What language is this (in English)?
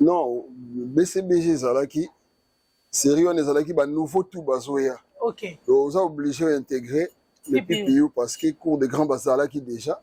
Lingala